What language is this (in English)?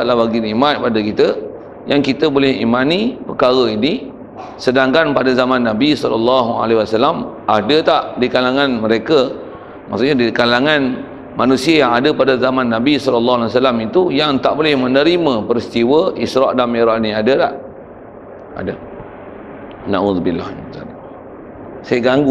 Malay